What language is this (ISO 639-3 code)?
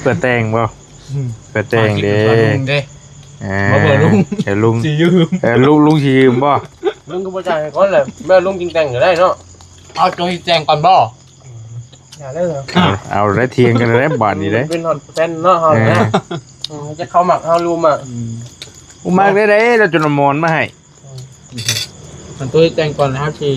tts